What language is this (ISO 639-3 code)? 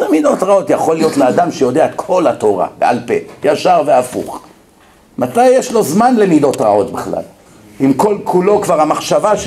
heb